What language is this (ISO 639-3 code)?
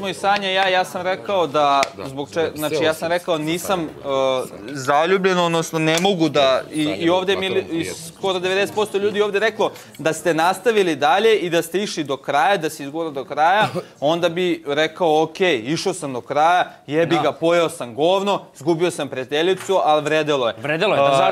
bos